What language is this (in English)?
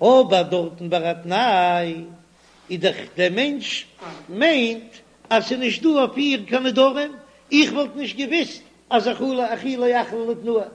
Yiddish